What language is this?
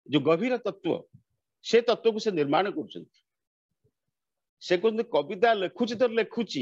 Odia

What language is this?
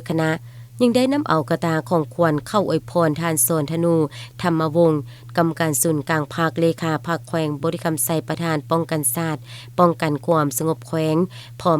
Lao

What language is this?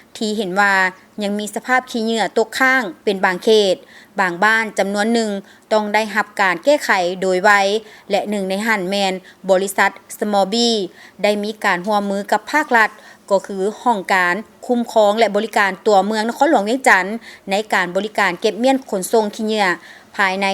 Lao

